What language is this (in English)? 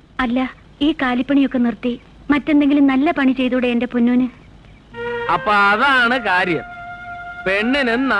Malayalam